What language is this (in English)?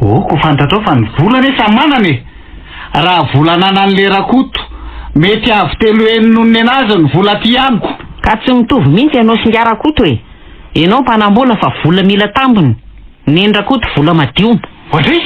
Malagasy